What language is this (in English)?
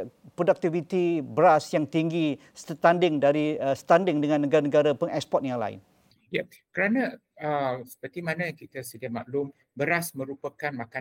Malay